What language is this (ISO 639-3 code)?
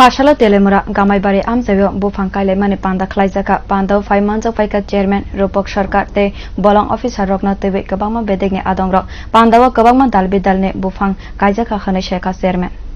hye